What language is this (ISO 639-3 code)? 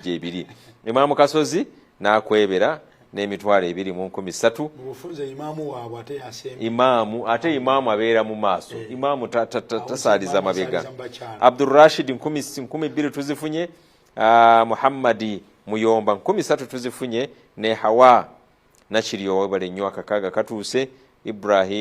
lug